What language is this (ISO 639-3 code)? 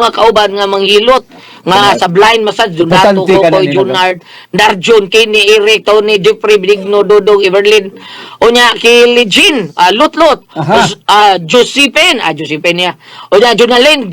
ceb